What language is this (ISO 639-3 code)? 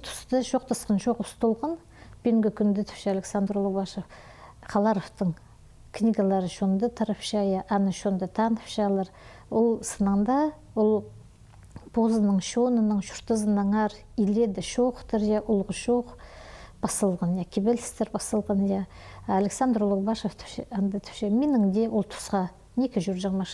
kjh